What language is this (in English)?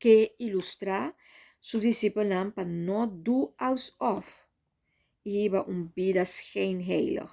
Papiamento